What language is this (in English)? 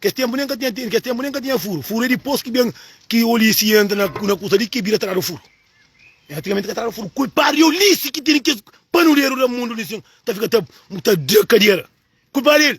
Kabuverdianu